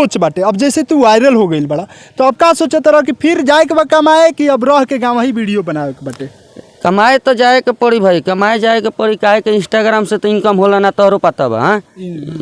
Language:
Bhojpuri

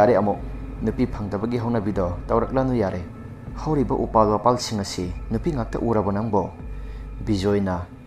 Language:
Manipuri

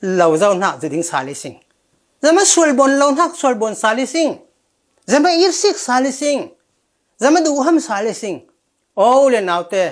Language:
Falam Chin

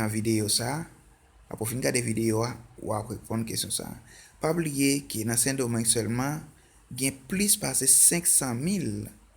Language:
Haitian Creole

